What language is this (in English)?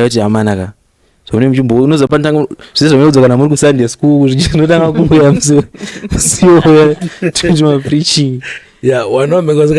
Shona